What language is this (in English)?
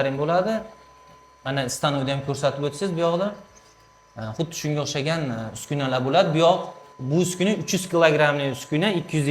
Uzbek